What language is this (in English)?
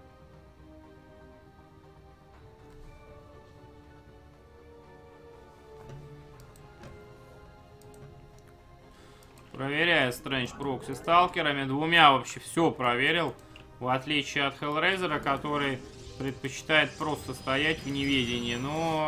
Russian